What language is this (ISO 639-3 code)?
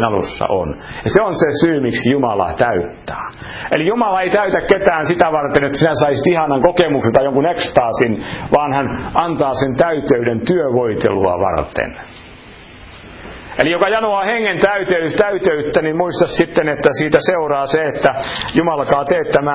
fin